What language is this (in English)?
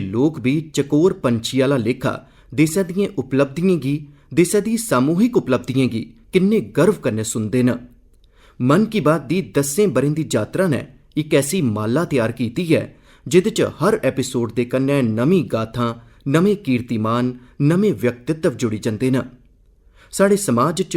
Dogri